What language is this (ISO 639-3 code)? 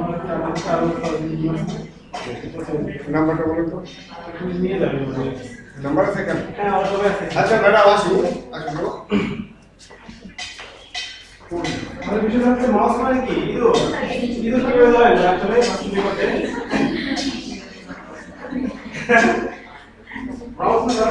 ben